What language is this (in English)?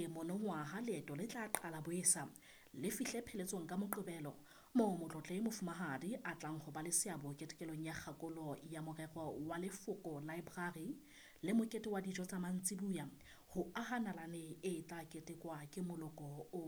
Southern Sotho